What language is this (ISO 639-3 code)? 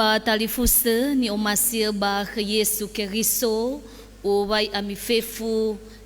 nia